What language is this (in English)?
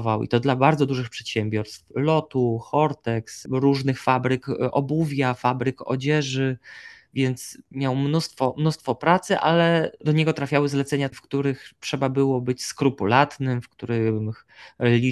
Polish